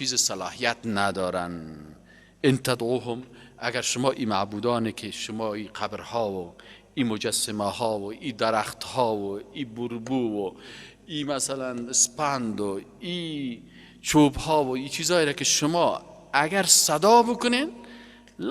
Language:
Persian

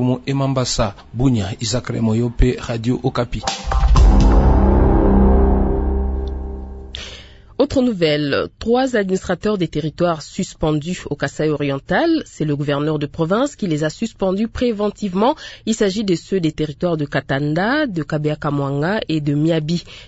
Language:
French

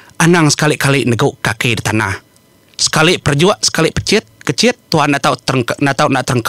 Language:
Iban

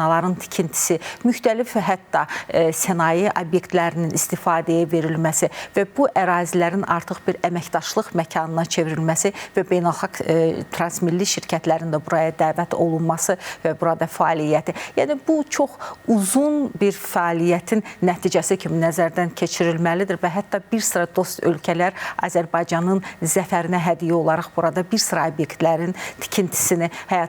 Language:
Azerbaijani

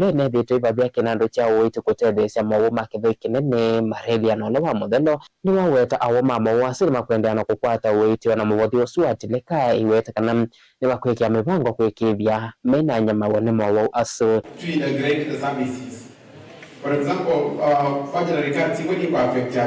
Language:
Kamba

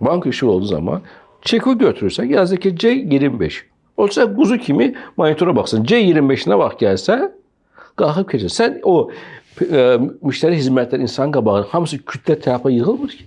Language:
Azerbaijani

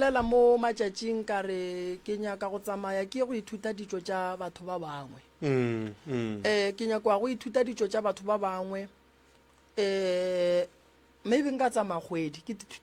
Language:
Northern Sotho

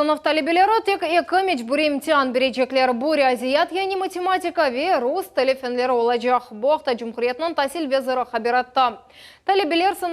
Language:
Crimean Tatar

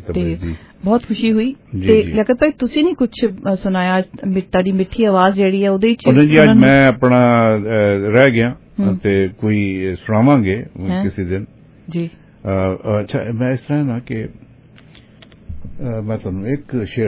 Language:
Punjabi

